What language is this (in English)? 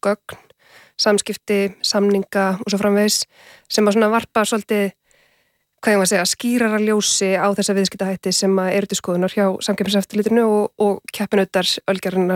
Icelandic